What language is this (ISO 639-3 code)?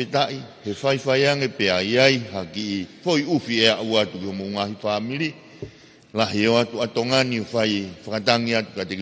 ton